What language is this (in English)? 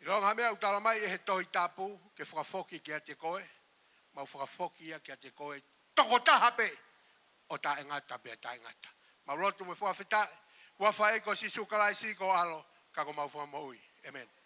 Tongan